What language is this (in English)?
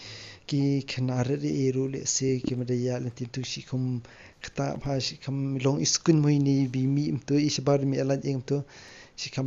Khasi